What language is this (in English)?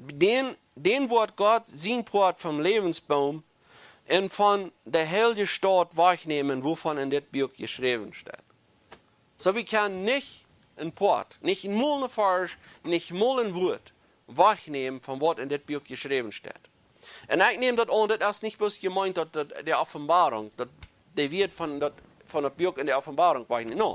Plautdietsch